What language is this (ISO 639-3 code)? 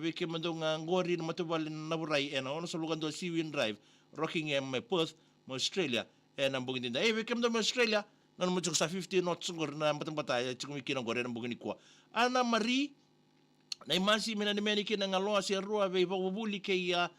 fij